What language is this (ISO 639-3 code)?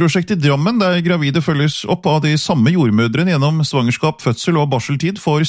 nor